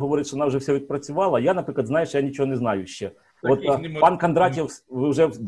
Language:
Ukrainian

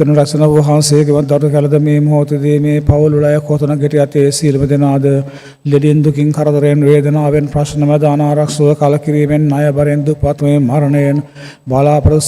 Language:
Sinhala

